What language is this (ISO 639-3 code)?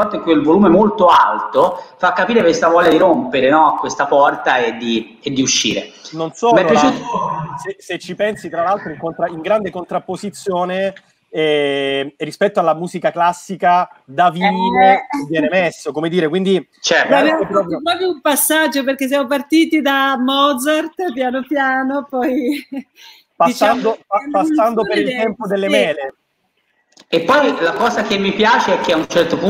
ita